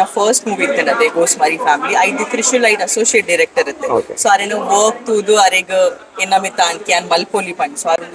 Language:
Tulu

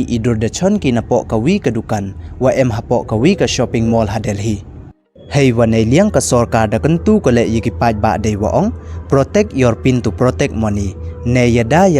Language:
Pnar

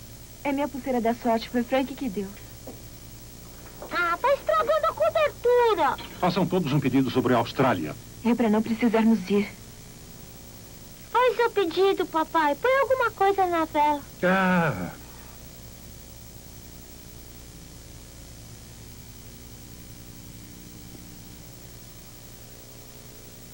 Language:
Portuguese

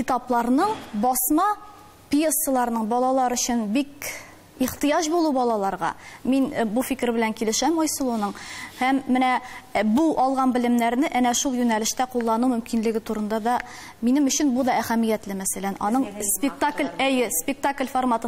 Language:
Tatar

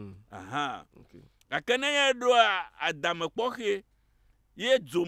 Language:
Ewe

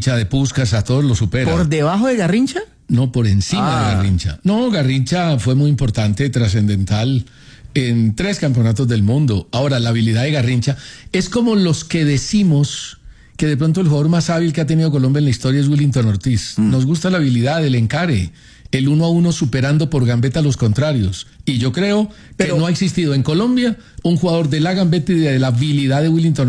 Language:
Spanish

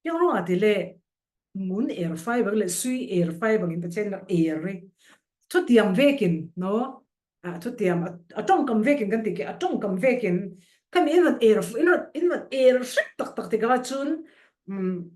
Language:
Falam Chin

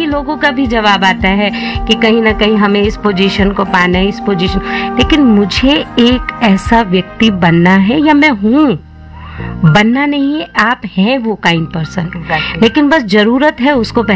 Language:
Hindi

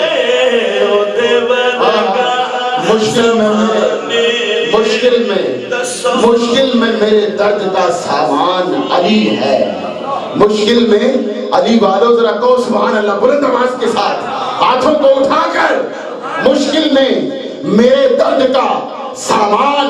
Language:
Urdu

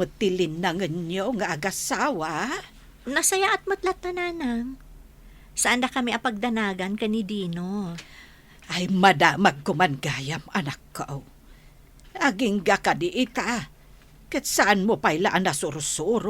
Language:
Iloko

